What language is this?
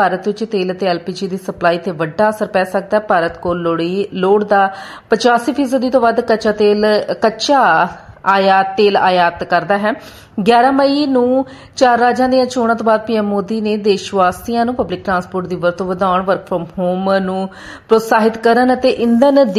Punjabi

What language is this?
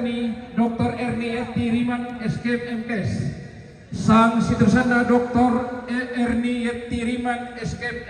Toraja-Sa'dan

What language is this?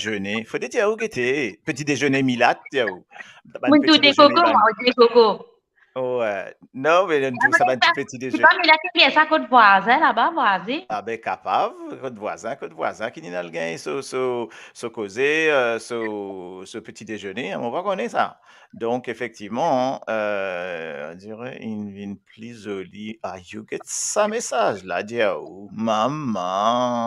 Morisyen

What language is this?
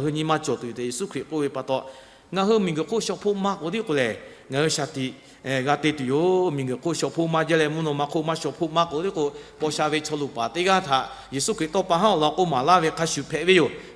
Lahu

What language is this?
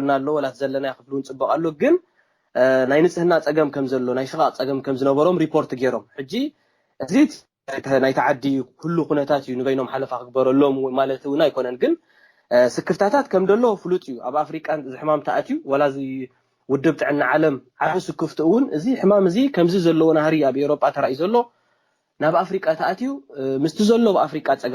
Tigrinya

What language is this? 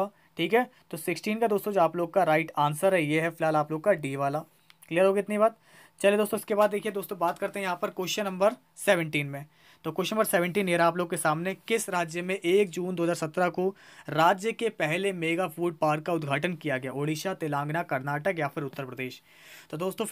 Hindi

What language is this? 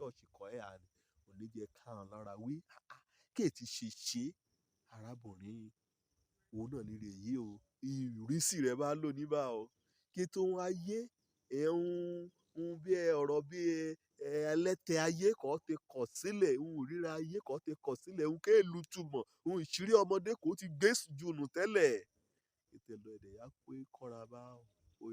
Yoruba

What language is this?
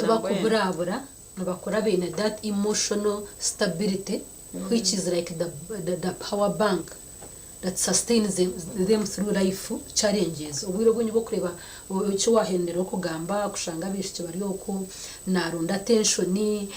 Nyankole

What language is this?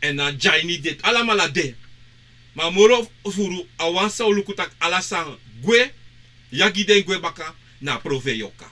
Sranan Tongo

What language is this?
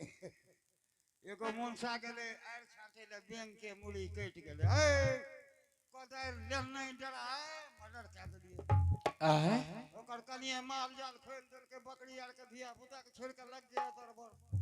Angika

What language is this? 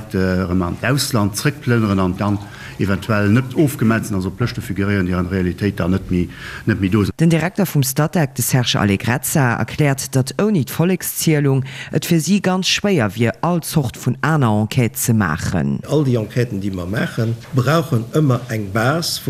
Luxembourgish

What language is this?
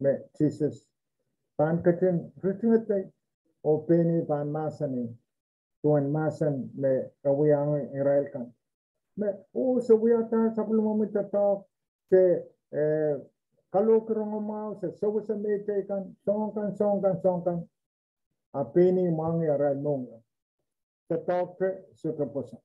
Pohnpeian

